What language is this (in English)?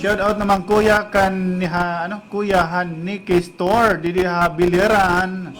Waray